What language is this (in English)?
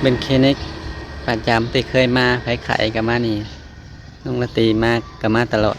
Lao